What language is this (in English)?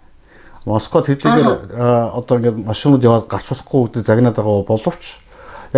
Mongolian